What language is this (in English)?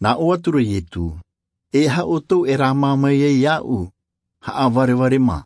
Tahitian